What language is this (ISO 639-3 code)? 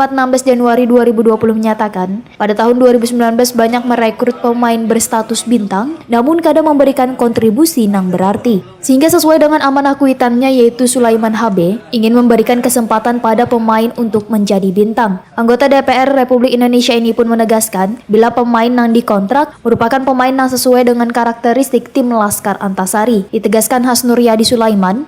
bjn